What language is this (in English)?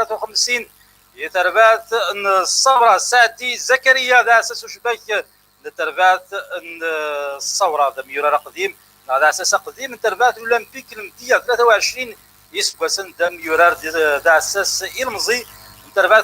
Kabyle